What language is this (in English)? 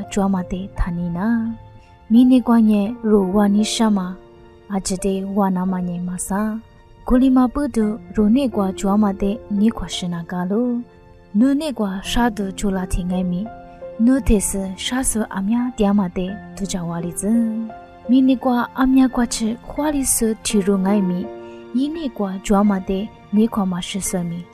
Lisu